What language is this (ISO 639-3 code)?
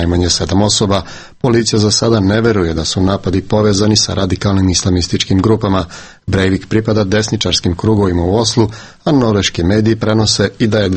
srp